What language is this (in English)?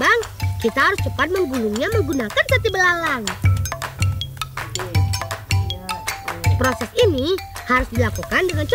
Indonesian